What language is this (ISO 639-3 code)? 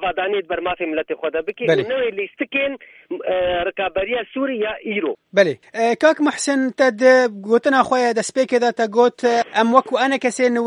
kur